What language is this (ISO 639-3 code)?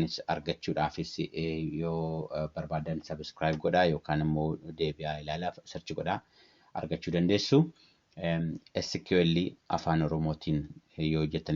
orm